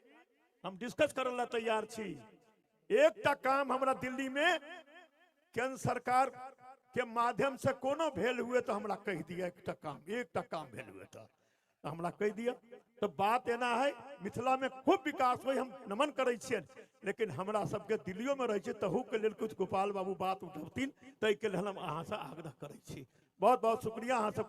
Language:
Maithili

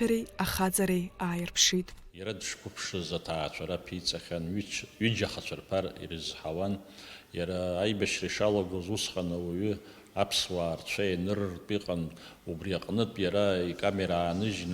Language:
Abkhazian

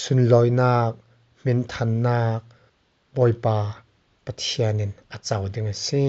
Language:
Falam Chin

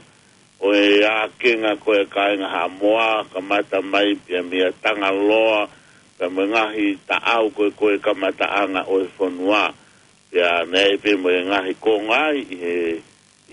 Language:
Tongan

